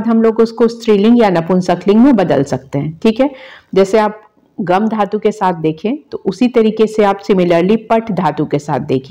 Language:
Hindi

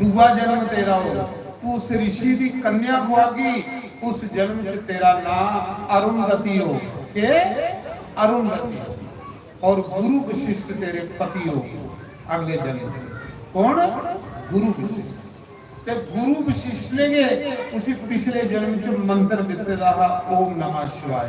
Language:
Dogri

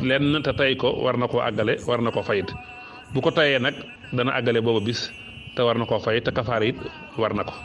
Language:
Wolof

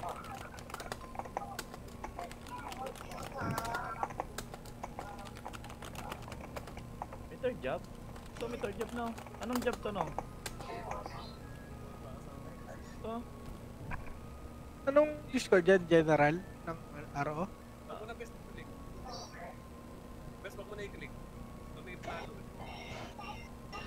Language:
Filipino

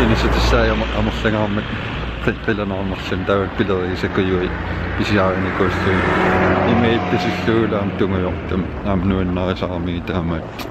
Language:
Kalaallisut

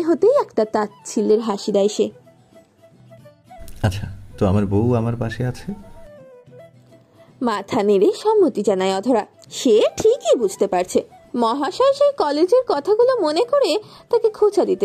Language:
Bangla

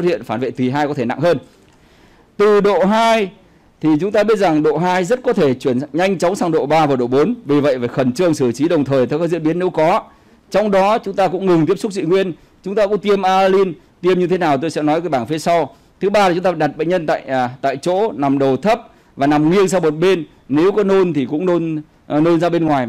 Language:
Vietnamese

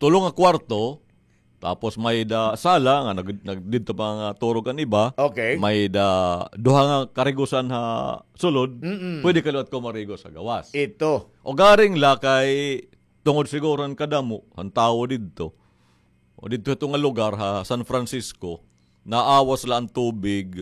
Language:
Waray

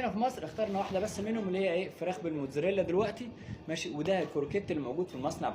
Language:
Egyptian Arabic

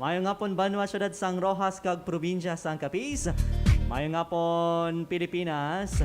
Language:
Hiligaynon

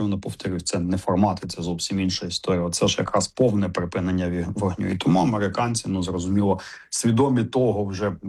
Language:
Ukrainian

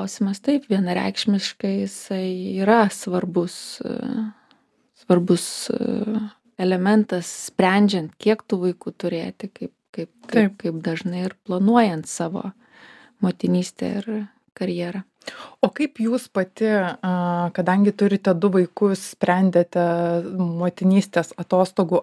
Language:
Lithuanian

